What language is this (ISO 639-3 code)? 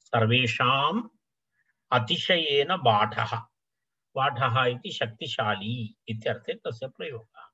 san